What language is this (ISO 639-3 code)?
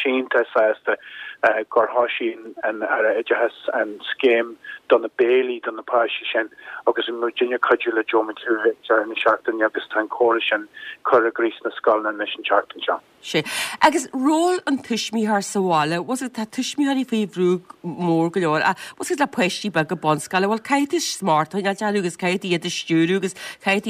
gle